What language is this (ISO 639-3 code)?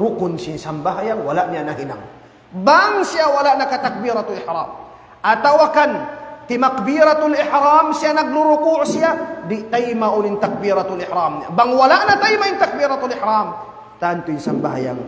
tsg